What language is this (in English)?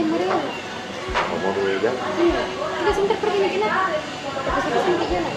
Makassar Malay